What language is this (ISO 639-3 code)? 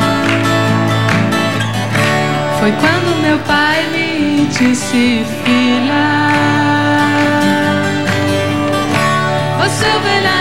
por